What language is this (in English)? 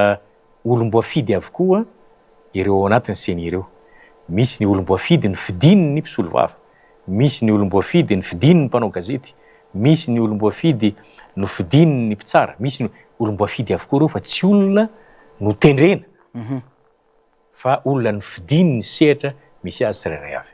Malagasy